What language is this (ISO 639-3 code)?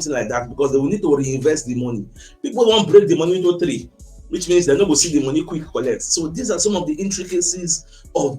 pcm